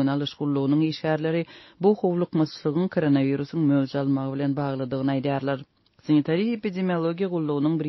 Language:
Turkmen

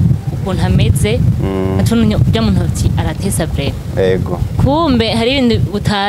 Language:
Rundi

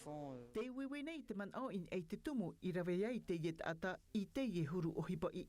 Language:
Tahitian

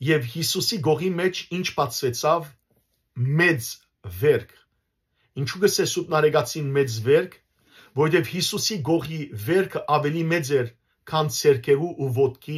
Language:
Western Armenian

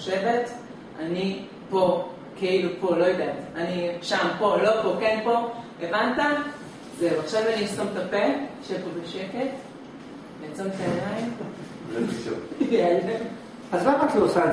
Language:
Hebrew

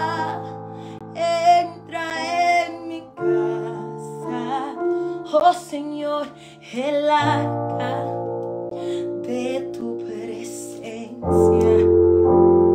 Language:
Spanish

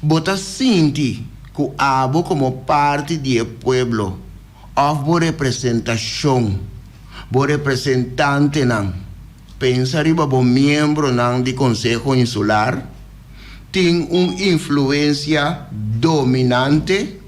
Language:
Papiamento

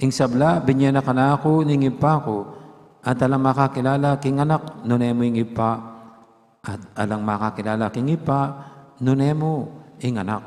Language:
Pampanga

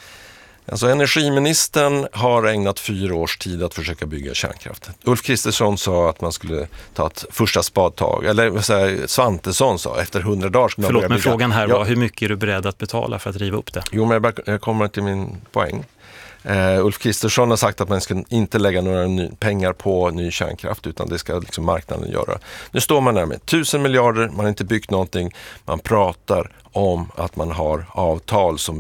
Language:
Swedish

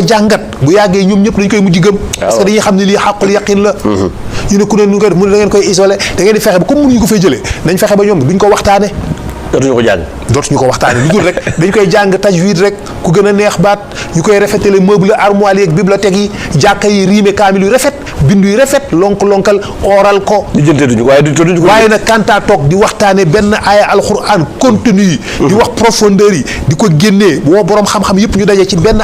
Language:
Wolof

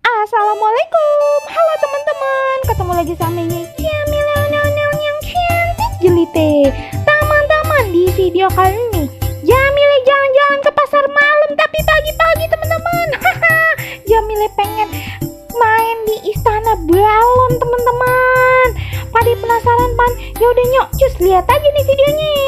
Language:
Betawi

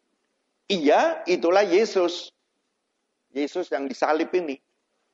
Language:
Indonesian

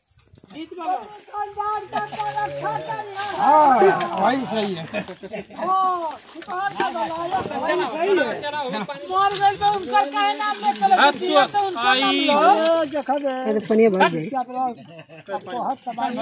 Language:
Bhojpuri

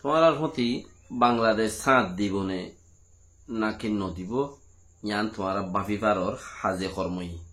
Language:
Rohingya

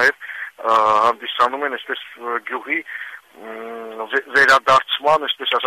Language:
Armenian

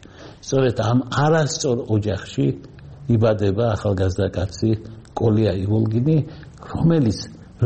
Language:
Georgian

